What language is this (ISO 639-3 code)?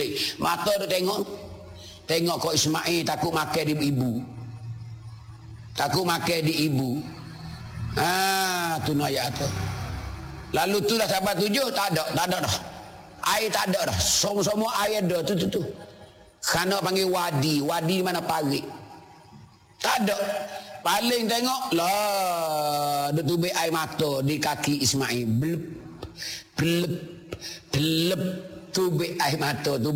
msa